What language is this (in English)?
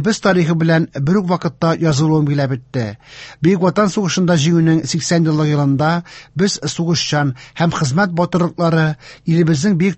Tatar